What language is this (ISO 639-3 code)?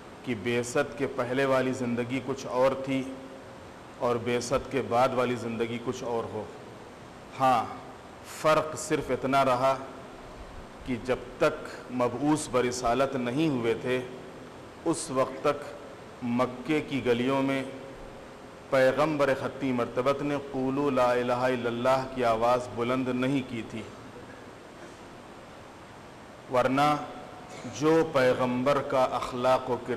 urd